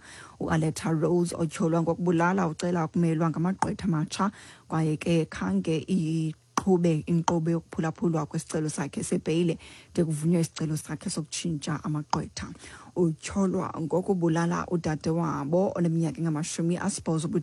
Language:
Xhosa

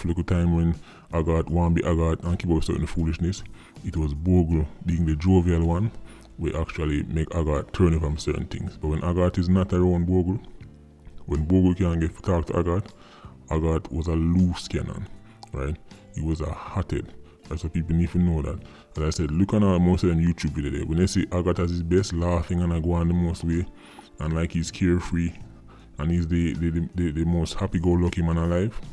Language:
Jamaican Creole English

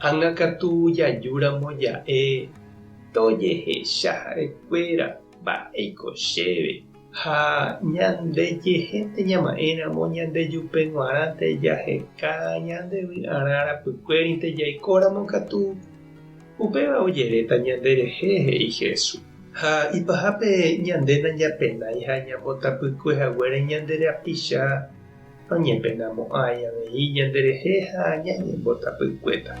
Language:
Guarani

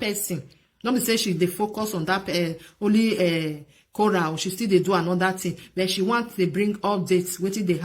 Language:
Nigerian Pidgin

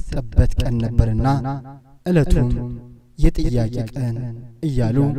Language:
Amharic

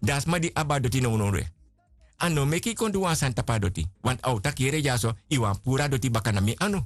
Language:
Sranan Tongo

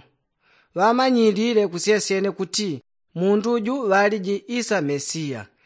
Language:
Yao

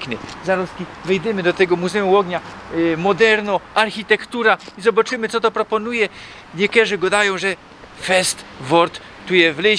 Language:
Silesian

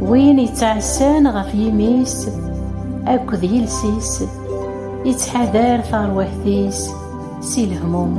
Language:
Kabyle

